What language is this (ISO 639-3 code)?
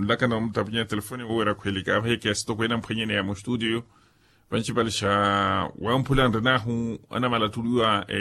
vmw